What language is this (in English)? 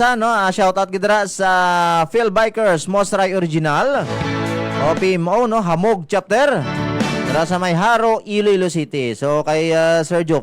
Hiligaynon